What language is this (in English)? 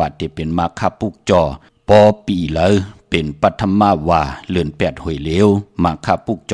Shan